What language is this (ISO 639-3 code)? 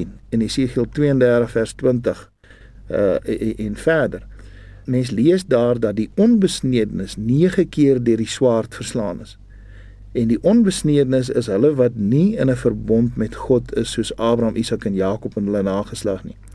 afr